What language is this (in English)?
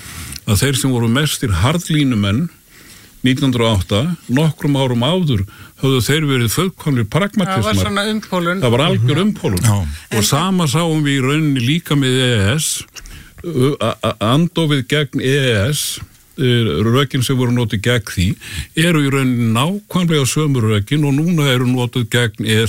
Icelandic